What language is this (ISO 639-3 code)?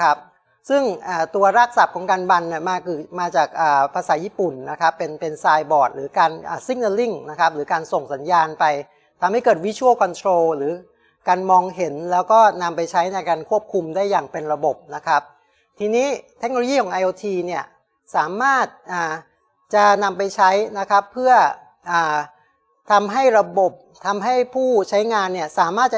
tha